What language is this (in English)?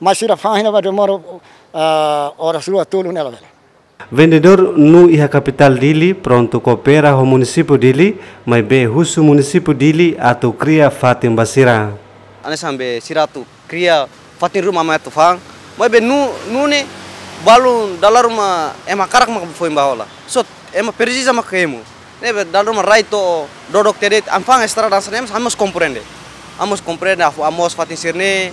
Tetum